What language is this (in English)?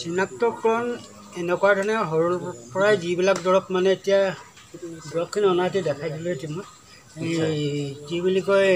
Assamese